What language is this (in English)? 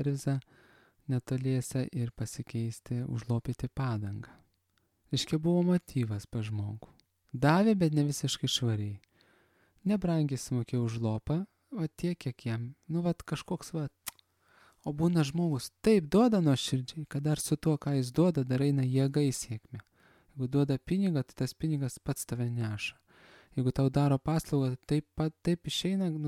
Lithuanian